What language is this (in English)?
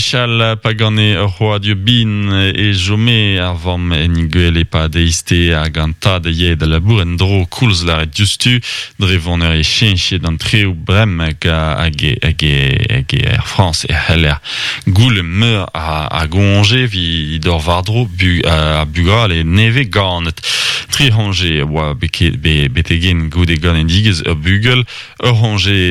Breton